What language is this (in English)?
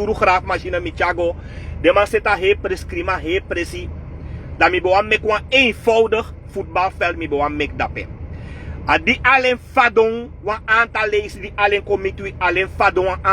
Sranan Tongo